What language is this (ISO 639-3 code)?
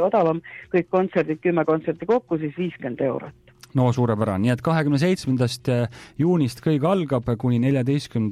est